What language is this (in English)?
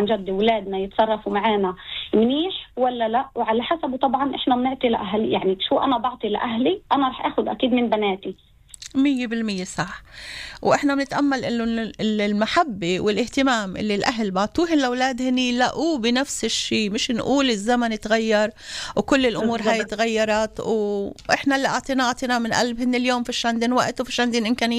North Levantine Arabic